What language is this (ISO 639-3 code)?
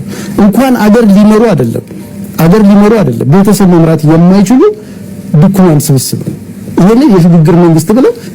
amh